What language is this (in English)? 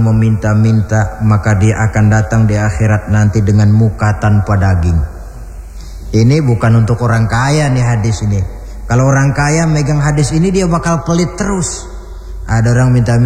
Indonesian